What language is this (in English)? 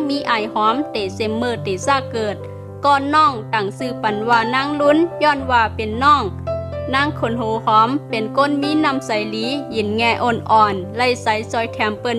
Shan